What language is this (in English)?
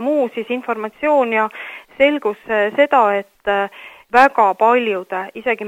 Estonian